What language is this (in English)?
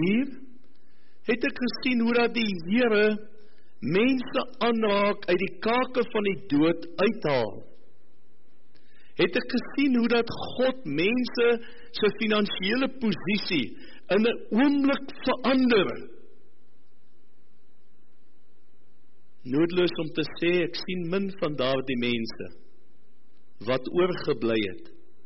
Afrikaans